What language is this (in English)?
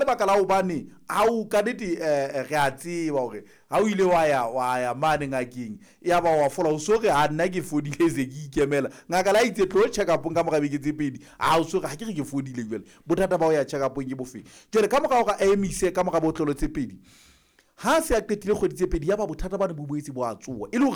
Southern Sotho